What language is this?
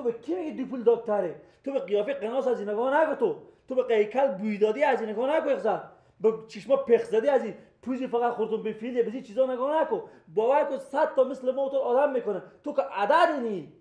Persian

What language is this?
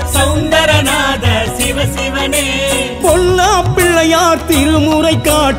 Tamil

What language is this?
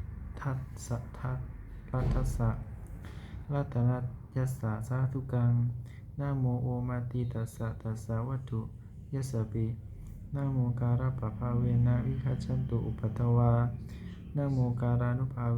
Pali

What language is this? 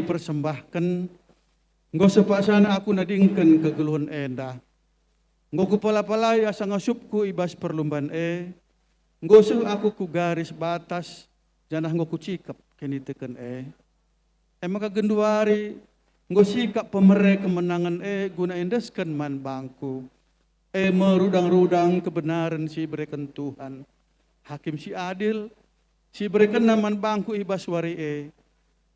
Batak Karo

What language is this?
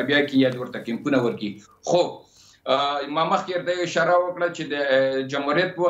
Pashto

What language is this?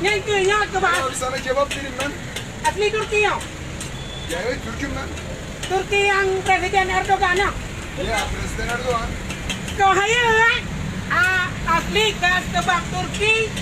Achinese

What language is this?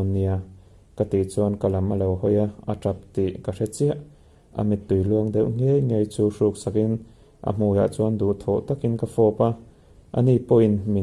Mizo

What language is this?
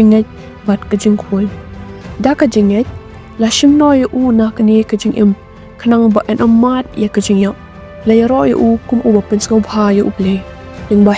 Khasi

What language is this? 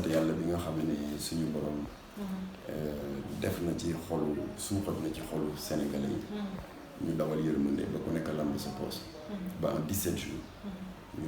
Wolof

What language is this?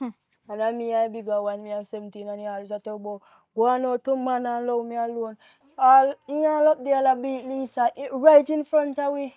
Jamaican Creole English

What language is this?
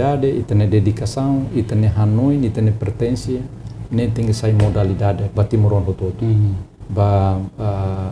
Tetum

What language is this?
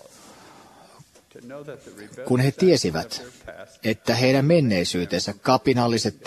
Finnish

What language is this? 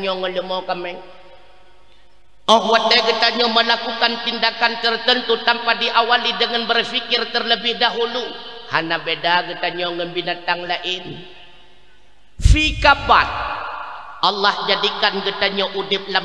Achinese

